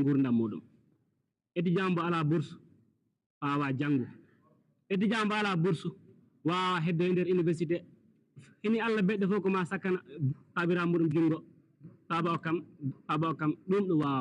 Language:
Fula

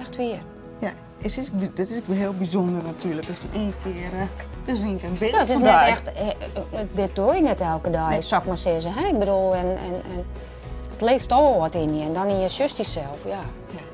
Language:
Western Frisian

